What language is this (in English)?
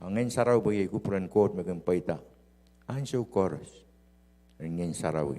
Pohnpeian